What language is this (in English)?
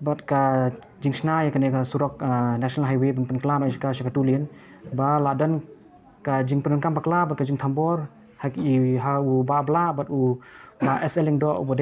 Khasi